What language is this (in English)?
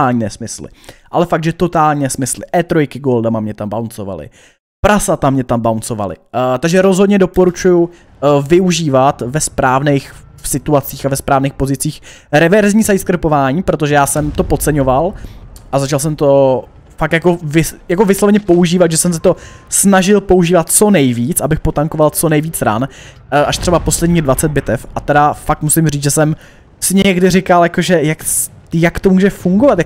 Czech